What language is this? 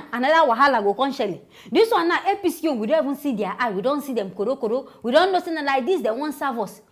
Nigerian Pidgin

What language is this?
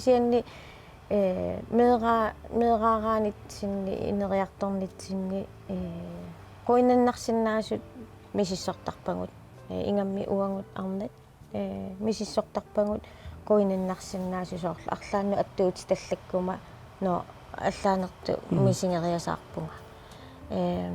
Kalaallisut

